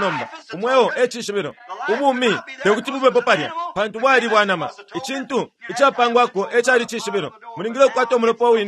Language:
Bemba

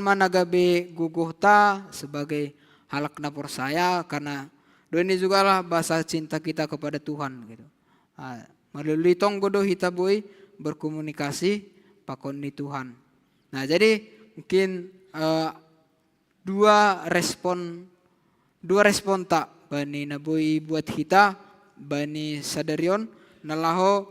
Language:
Batak Simalungun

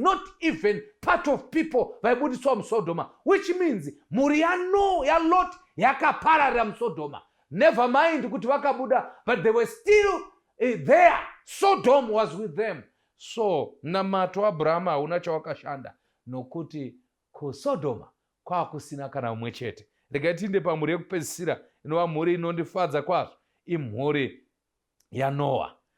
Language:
Shona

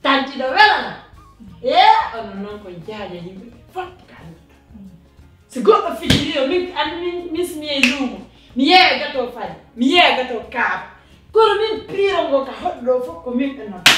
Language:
Pular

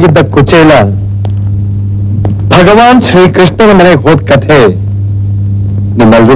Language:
Kannada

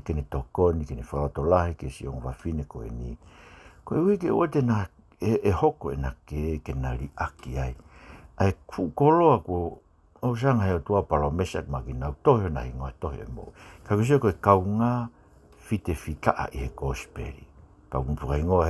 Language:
Tongan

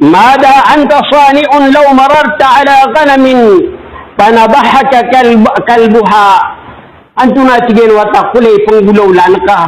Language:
Maranao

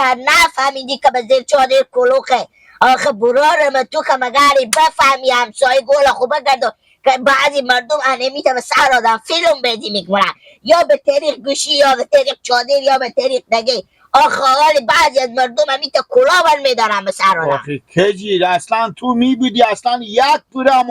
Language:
Hazaragi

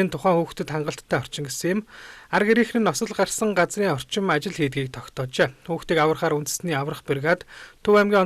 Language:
Mongolian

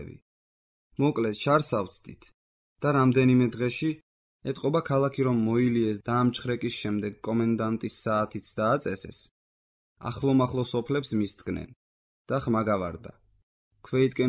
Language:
Georgian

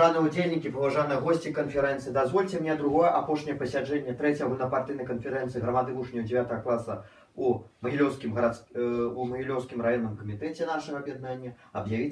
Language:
Belarusian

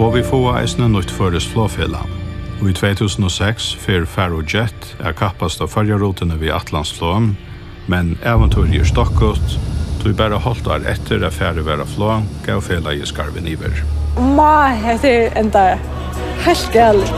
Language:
Faroese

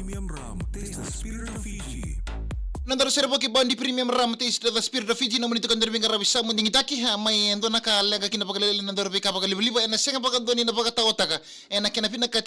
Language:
Fijian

